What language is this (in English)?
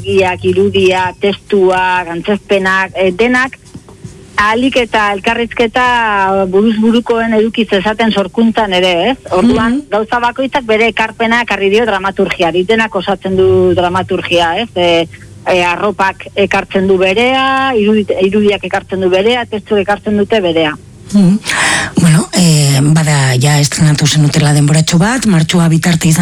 Basque